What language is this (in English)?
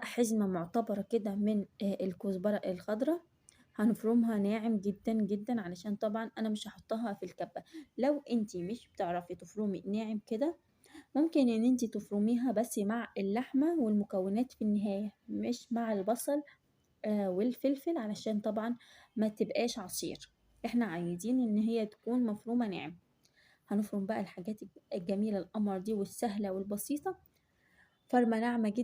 Egyptian Arabic